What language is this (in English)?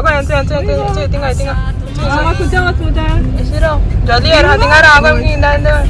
Konkani